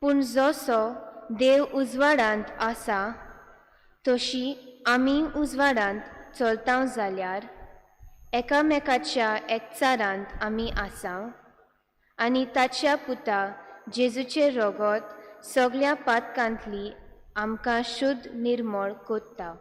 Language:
Konkani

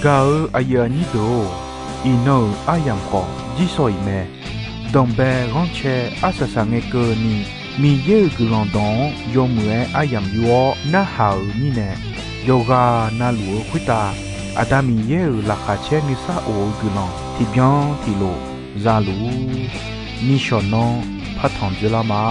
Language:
Akha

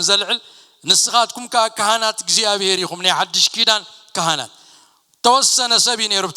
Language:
Tigrinya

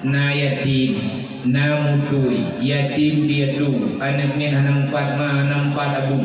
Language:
Achinese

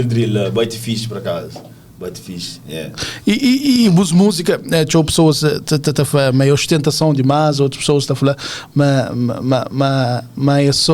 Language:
Kabuverdianu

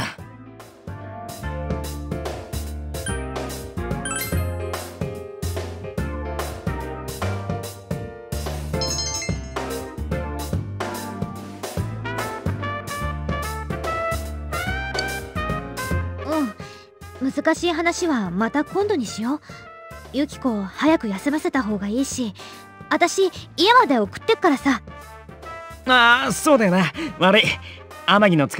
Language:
Japanese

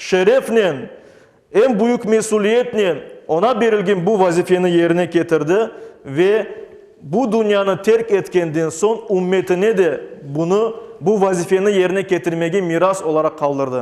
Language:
Crimean Tatar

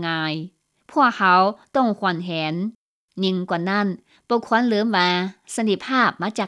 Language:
Lao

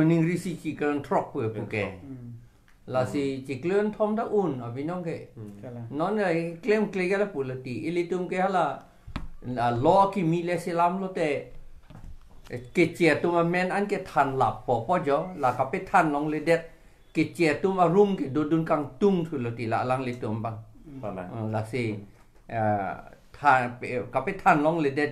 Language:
Karbi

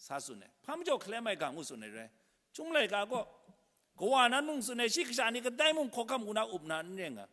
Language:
Kachin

